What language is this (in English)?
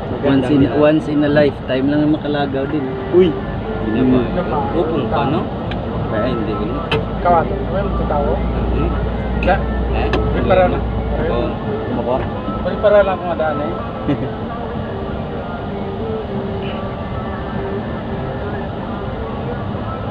Filipino